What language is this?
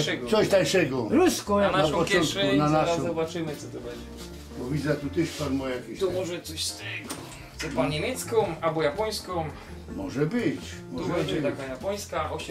Silesian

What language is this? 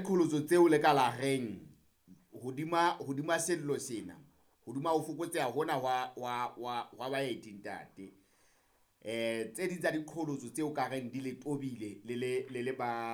Southern Sotho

